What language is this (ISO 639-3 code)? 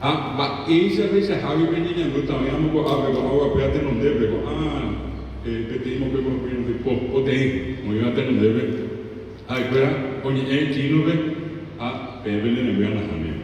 grn